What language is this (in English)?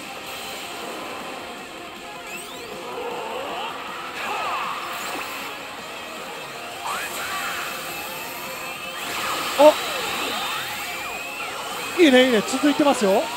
Japanese